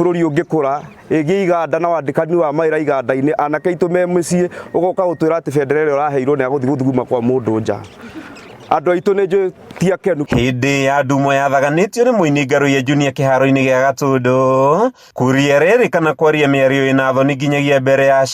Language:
Kikuyu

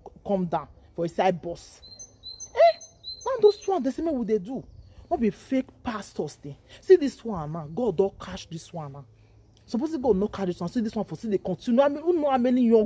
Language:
Nigerian Pidgin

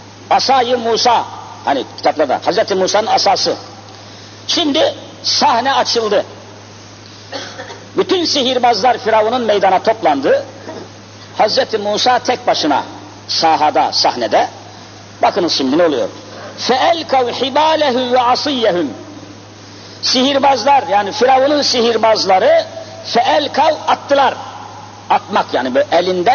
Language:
Turkish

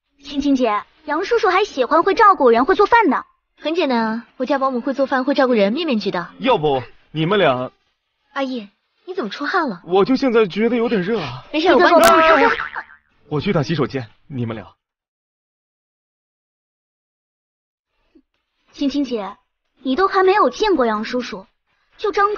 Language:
Chinese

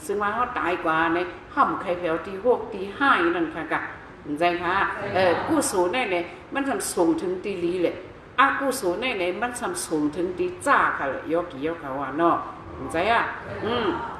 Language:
Shan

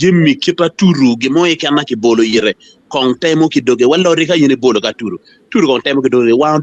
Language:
Acoli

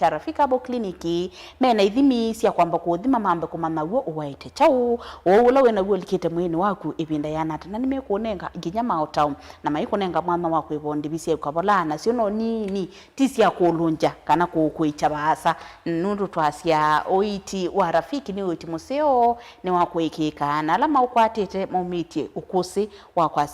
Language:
Kamba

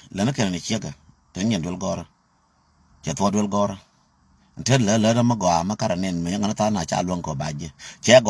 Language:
Nuer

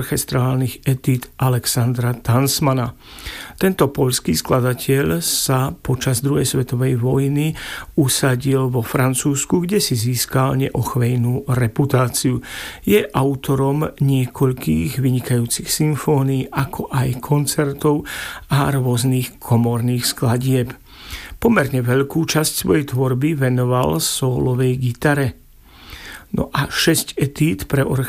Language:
Slovak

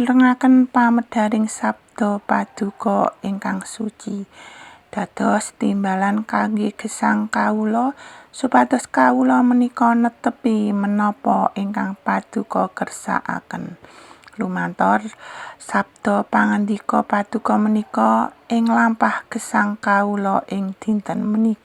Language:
Javanese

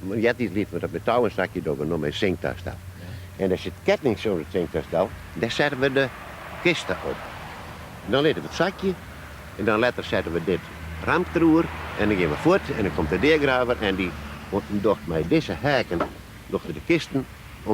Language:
Western Frisian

